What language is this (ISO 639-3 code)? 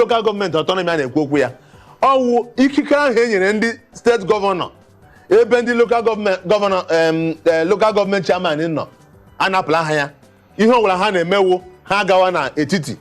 ibo